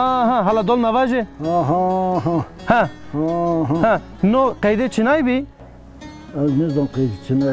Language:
Zaza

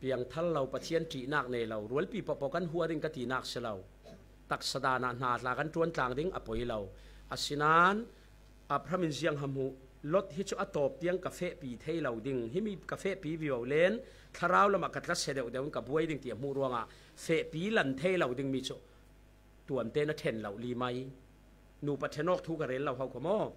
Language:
Falam Chin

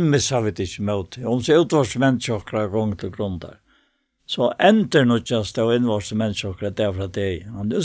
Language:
Faroese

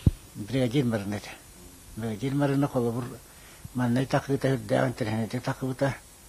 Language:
Yakut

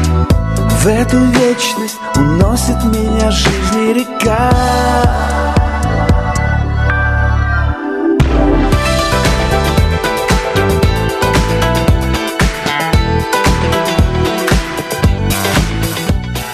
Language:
Ukrainian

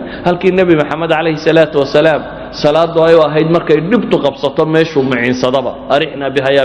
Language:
Somali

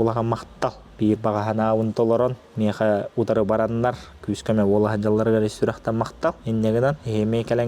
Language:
Yakut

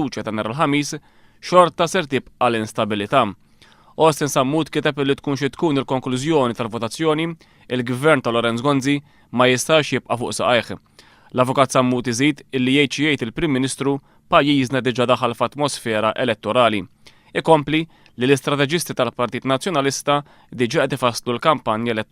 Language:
Maltese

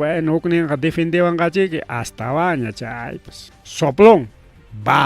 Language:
Ayacucho Quechua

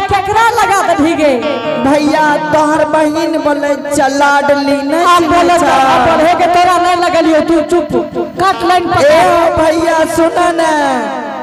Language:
Angika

